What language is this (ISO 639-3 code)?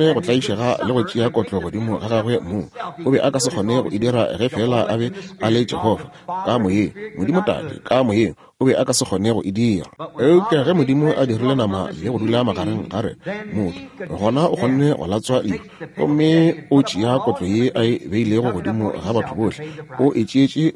nso